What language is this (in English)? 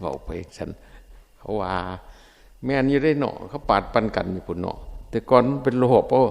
Northeastern Thai